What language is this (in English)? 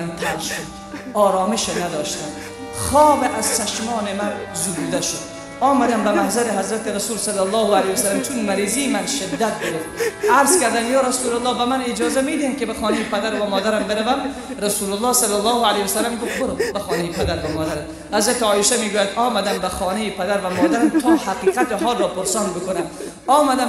Tajik